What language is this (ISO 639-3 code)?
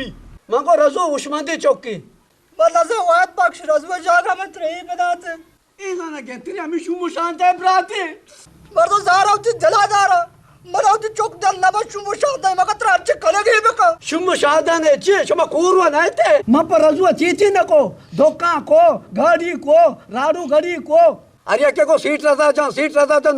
bgp